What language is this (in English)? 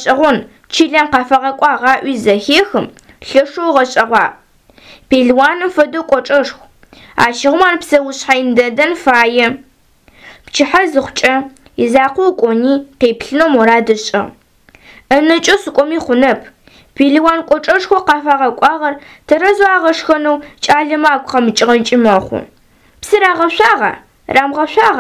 Adyghe